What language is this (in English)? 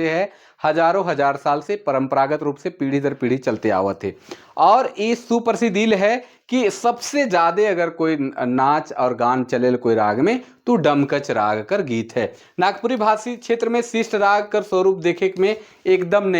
Sadri